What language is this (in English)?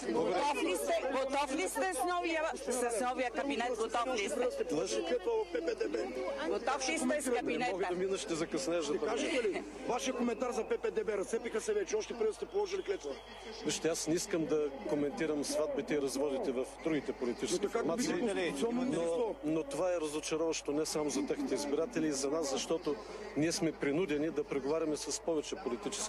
Bulgarian